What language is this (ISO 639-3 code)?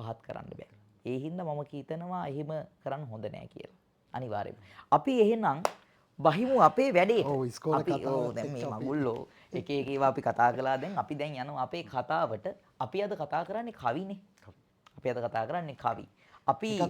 sin